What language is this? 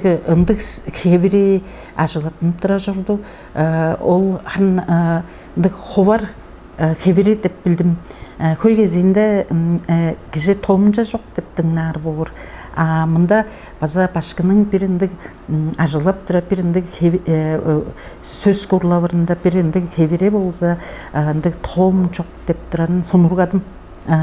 Tuvinian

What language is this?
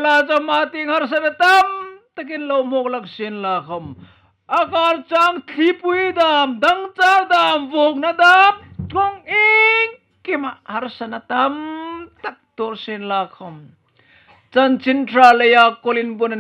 Hmar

